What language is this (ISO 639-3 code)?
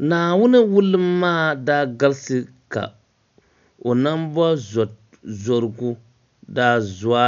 dag